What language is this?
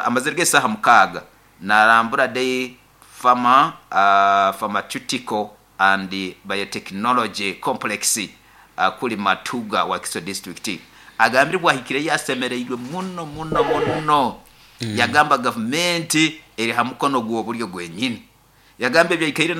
Nyoro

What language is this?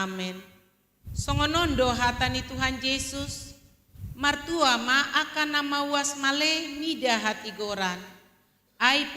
Batak Toba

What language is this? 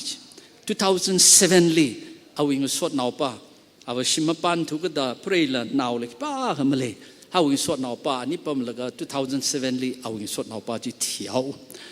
Tangkhul Naga (India)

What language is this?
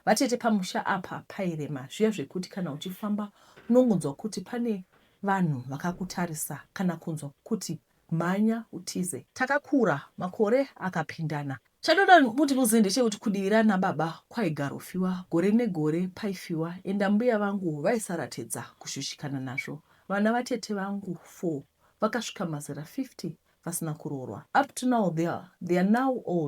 Shona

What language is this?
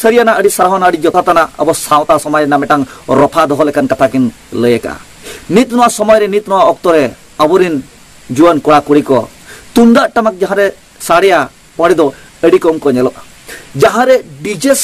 Santali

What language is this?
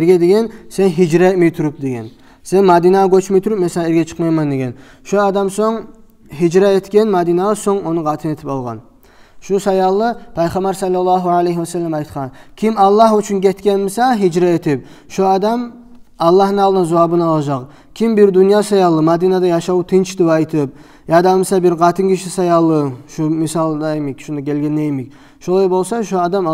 Kumyk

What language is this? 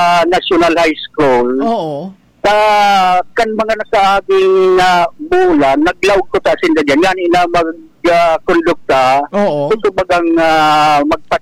Bikol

